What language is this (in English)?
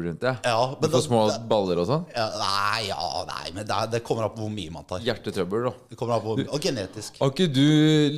Norwegian